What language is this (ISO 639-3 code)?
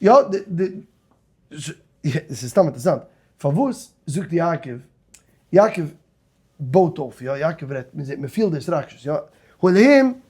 yid